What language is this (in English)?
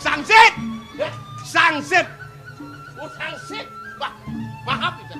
Balinese